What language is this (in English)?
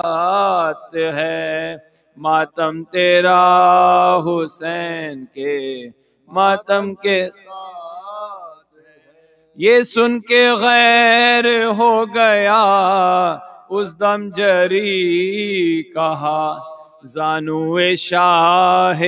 Urdu